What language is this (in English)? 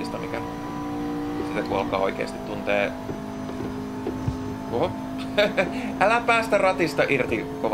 Finnish